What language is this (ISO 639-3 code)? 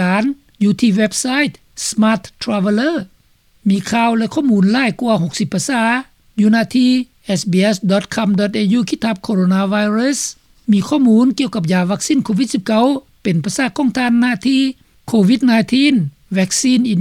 lao